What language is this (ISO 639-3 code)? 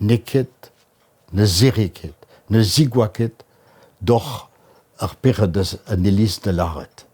bre